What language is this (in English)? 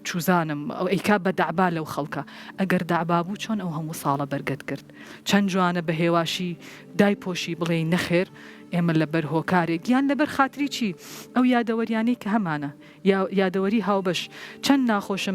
Central Kurdish